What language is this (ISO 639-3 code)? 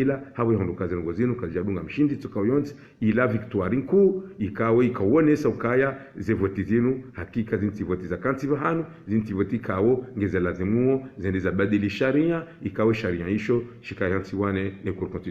zdj